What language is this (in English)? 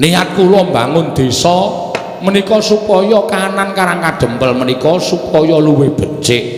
Javanese